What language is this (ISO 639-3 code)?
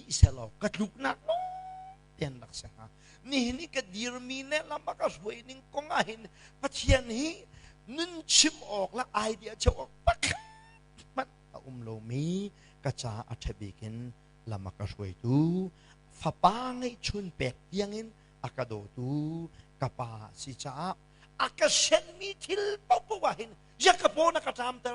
cnh